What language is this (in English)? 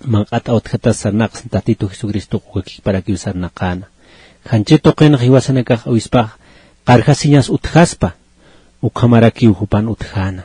Aymara